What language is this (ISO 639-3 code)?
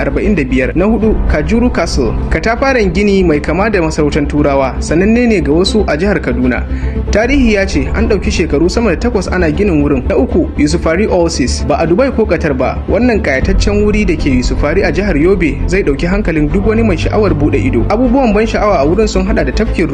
hau